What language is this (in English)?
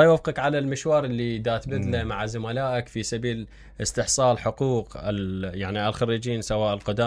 Mesopotamian Arabic